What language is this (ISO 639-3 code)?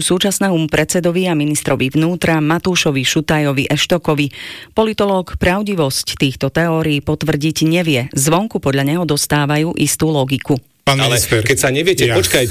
slk